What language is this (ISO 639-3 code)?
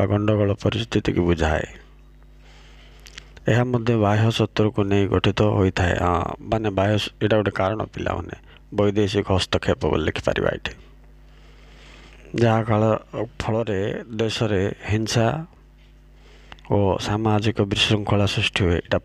ori